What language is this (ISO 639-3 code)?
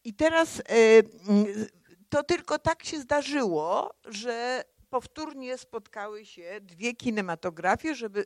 pol